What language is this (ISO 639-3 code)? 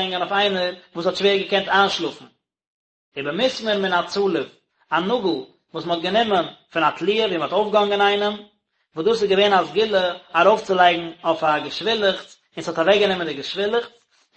yid